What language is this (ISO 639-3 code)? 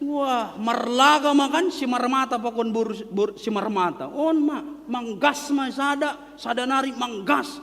bts